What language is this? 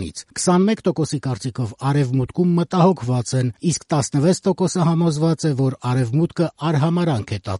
Armenian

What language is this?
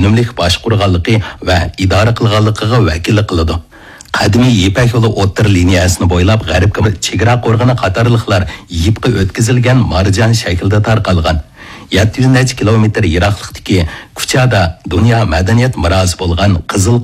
Uyghur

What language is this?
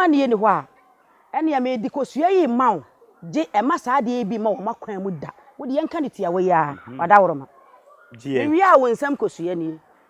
Akan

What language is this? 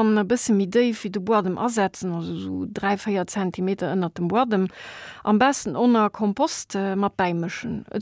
Luxembourgish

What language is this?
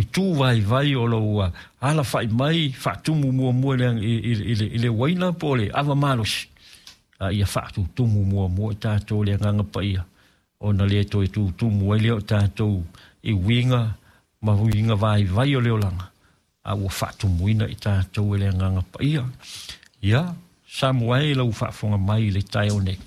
Samoan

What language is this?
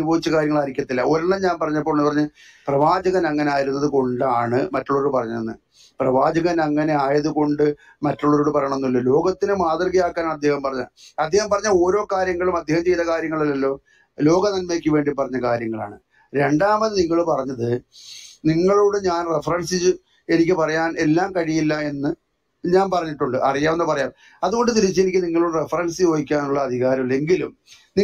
Malayalam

